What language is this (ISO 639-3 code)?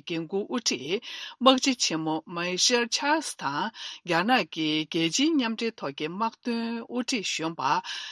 bod